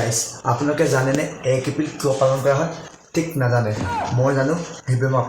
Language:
Assamese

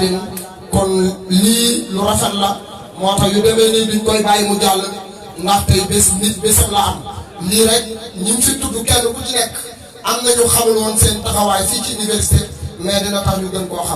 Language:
Wolof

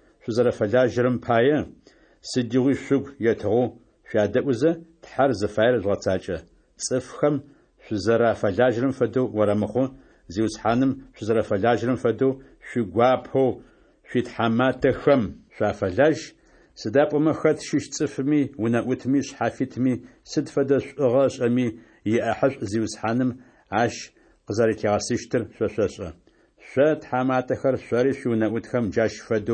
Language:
Adyghe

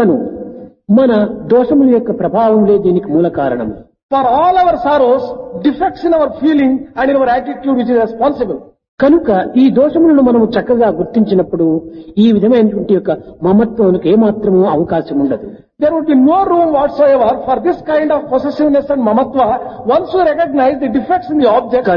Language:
Telugu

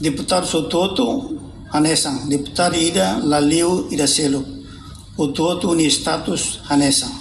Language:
Tetum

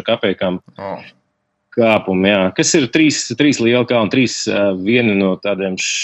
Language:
Latvian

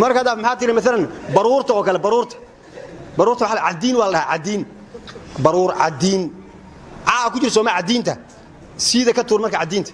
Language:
Somali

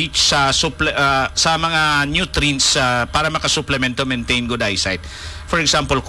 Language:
Hiligaynon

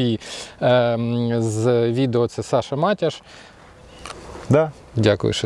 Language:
Ukrainian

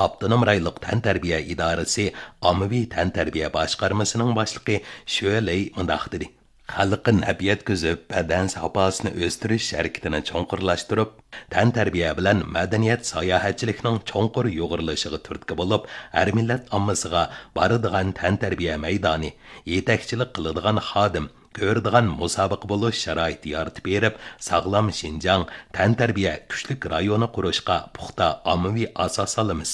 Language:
Uyghur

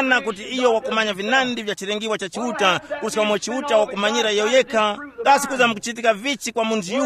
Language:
Tumbuka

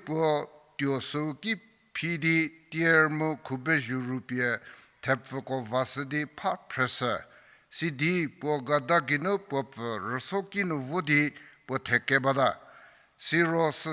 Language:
Angami Naga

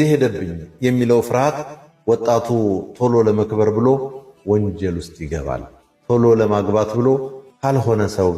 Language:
Amharic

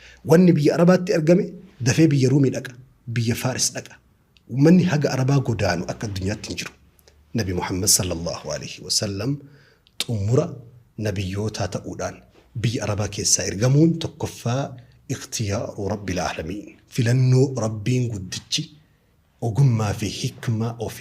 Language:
Oromo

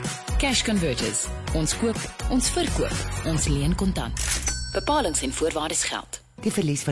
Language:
Afrikaans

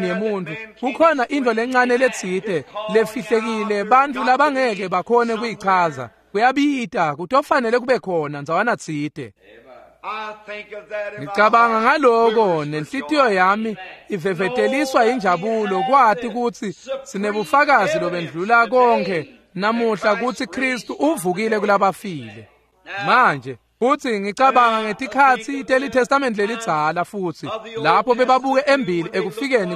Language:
Swati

